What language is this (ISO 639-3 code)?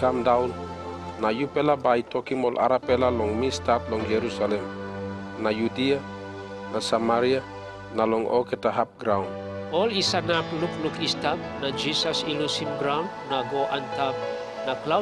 tpi